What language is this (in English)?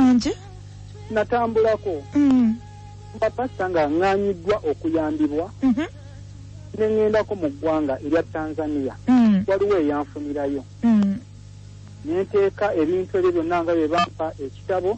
Ganda